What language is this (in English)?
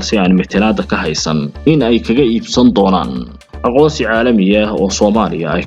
Somali